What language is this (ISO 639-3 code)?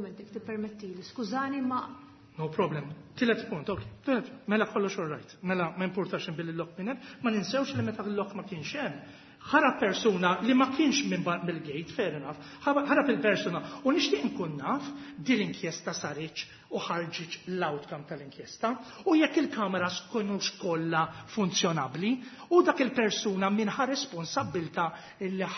mlt